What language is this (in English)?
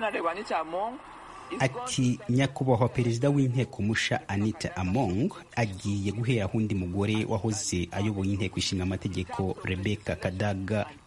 Kinyarwanda